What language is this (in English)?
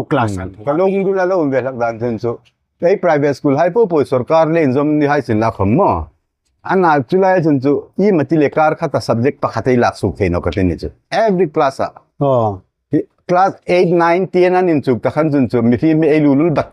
Hmar